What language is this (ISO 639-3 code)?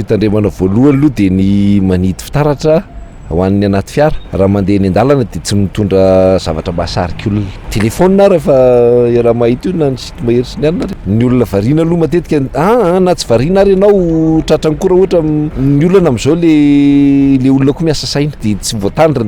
mlg